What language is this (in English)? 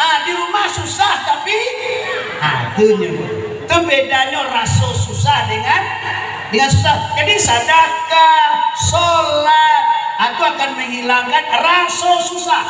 Minangkabau